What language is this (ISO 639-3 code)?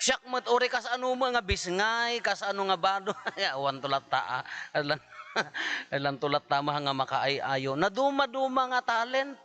ilo